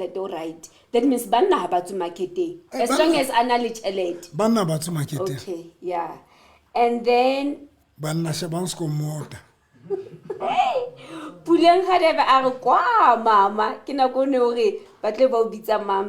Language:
Southern Sotho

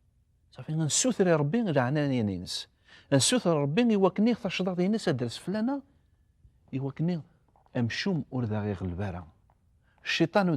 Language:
Kabyle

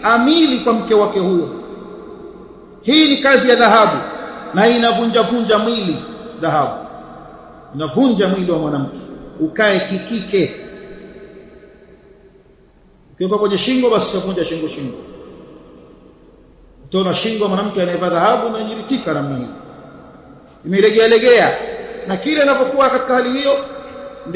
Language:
Swahili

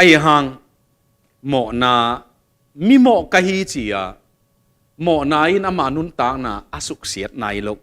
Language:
Tedim Chin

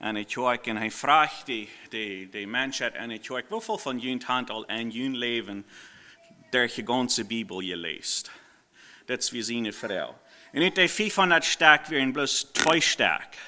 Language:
Plautdietsch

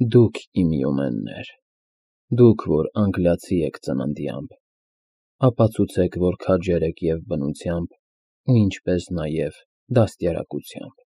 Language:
Armenian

